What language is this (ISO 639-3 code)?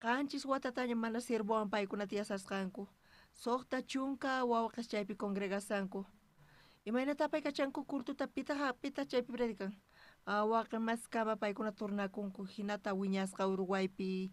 quh